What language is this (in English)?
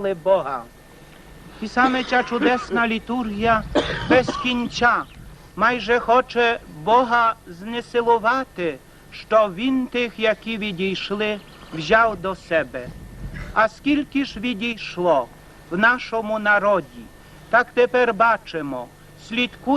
Rusyn